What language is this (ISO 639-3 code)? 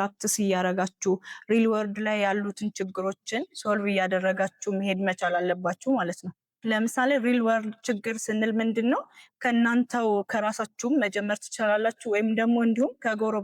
amh